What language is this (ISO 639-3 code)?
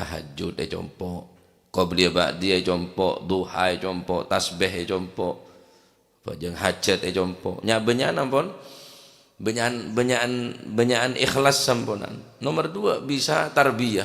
mad